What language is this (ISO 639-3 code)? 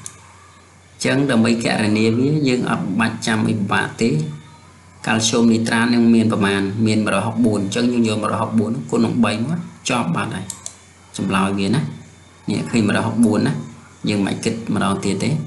khm